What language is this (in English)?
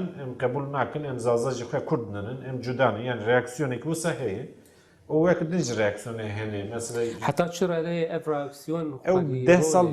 Kurdish